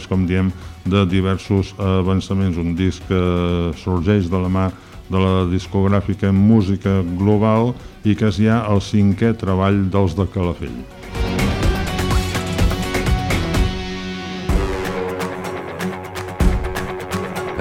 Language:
Catalan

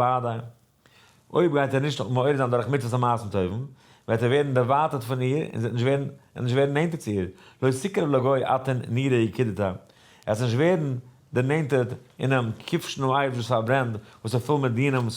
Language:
Yiddish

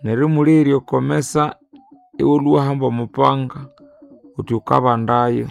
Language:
Nande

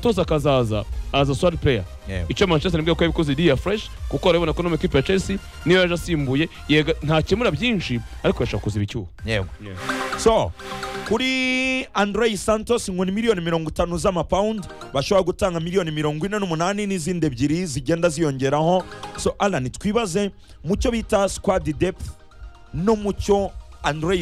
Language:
Kinyarwanda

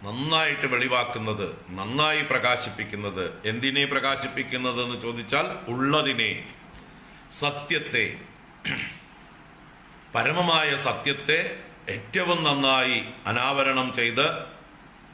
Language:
Malayalam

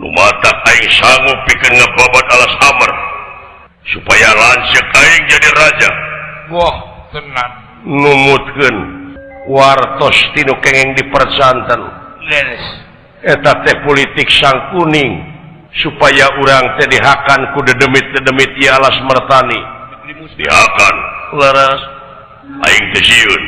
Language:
Sundanese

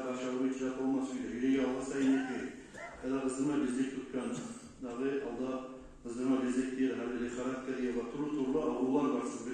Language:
Kumyk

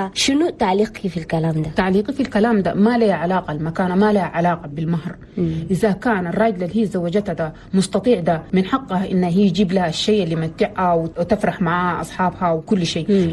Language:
Chadian Arabic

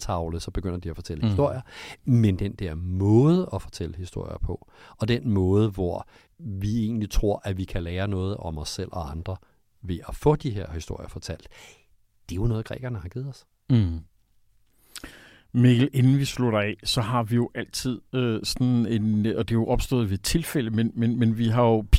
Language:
Danish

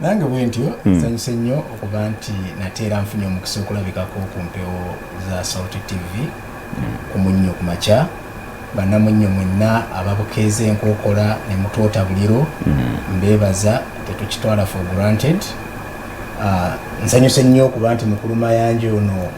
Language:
Ganda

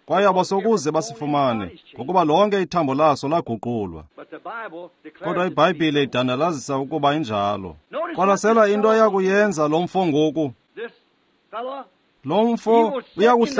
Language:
Xhosa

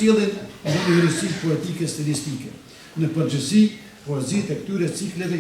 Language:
Albanian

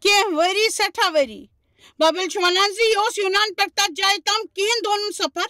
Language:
Kashmiri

